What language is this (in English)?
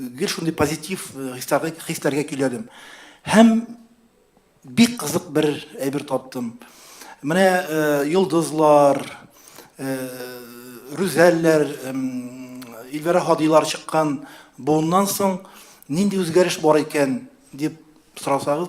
Tatar